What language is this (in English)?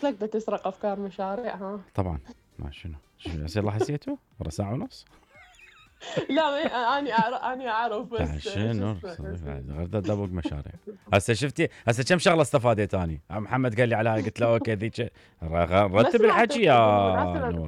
Mesopotamian Arabic